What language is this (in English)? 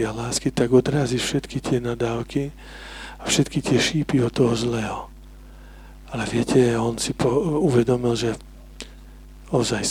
Slovak